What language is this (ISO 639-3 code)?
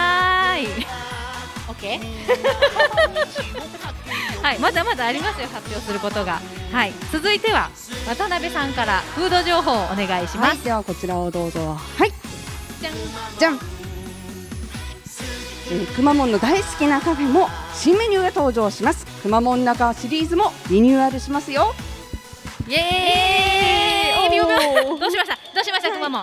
jpn